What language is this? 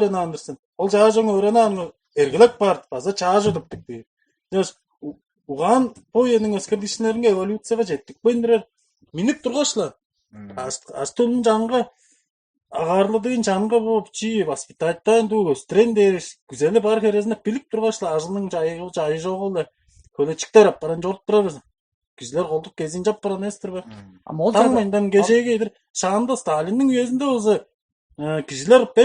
Tuvinian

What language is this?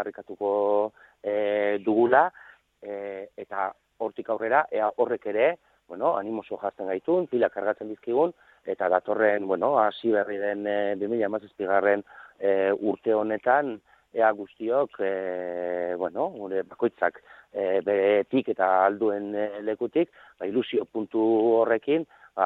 Basque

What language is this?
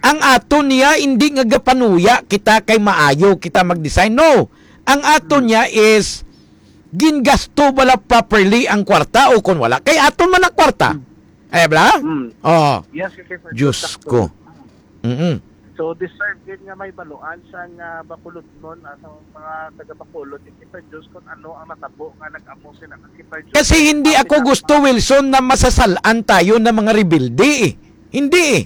Hiligaynon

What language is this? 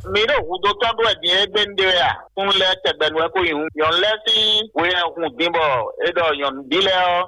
Fon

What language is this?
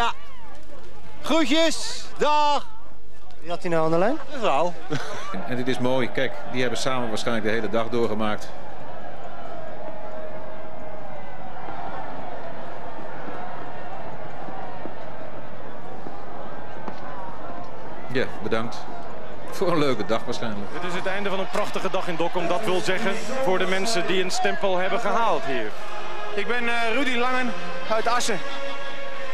Dutch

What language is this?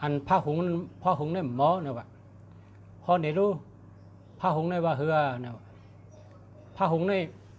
Shan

